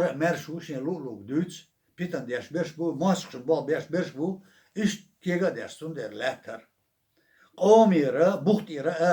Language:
Chechen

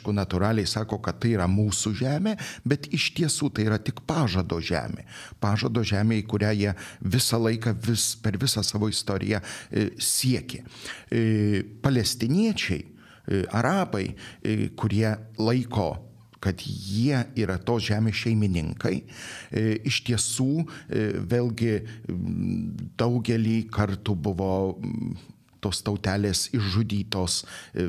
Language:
Lithuanian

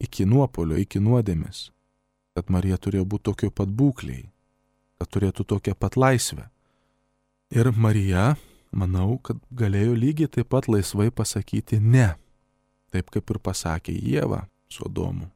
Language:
Lithuanian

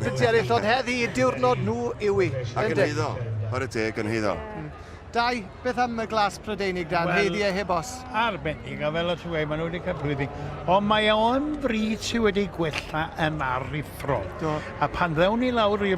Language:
Welsh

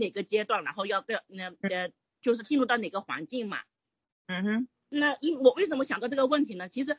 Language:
Chinese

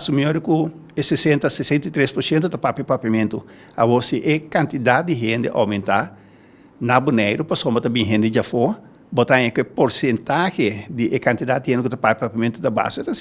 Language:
Papiamento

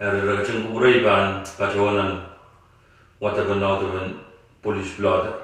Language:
Pohnpeian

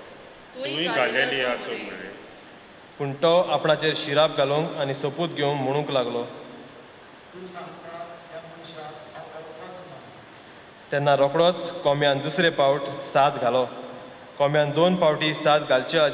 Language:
Konkani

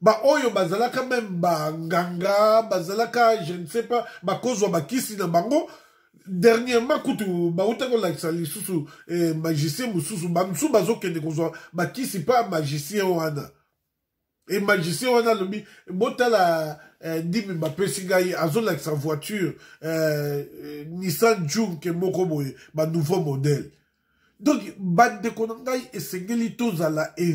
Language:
Lingala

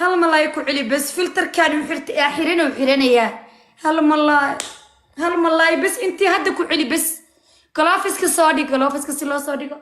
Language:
Somali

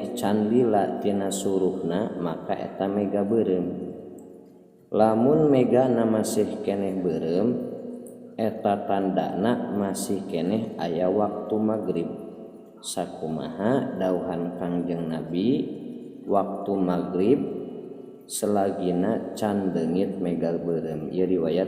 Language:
Sundanese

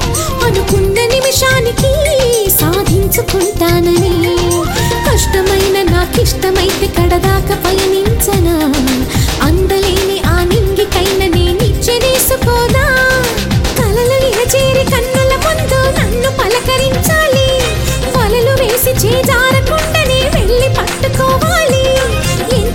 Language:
Telugu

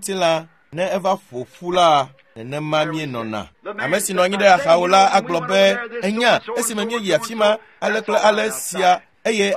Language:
Ewe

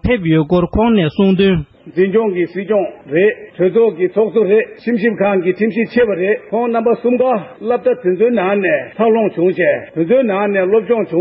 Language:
Tibetan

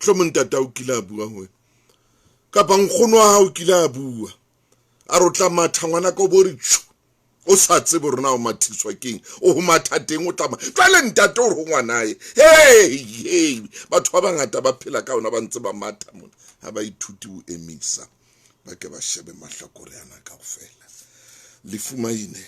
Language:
Southern Sotho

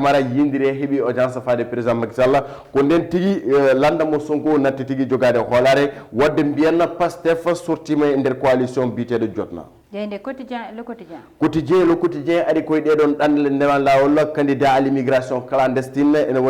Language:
Fula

